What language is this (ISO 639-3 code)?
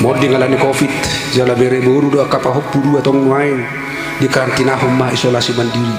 bbc